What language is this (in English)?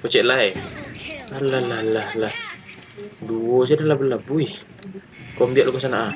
Minangkabau